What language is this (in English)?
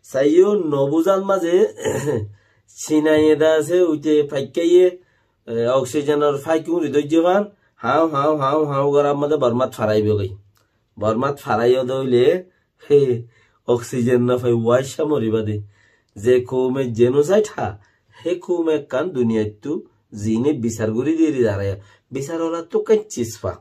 Rohingya